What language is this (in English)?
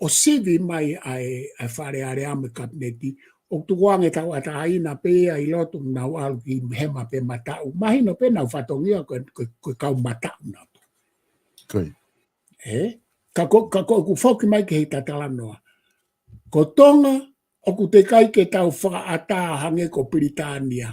Tongan